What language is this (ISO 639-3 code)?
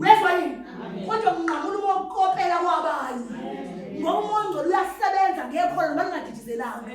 zul